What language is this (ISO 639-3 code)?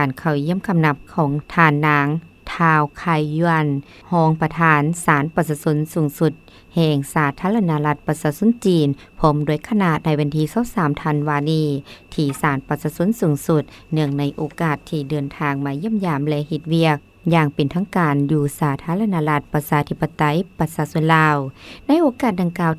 lao